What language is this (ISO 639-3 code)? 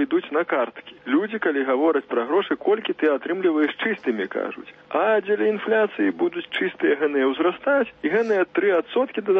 bel